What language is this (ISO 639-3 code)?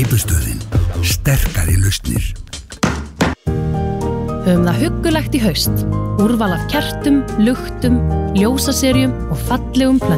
isl